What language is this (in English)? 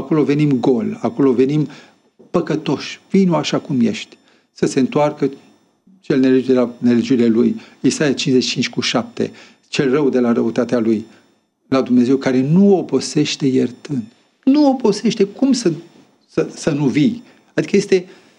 Romanian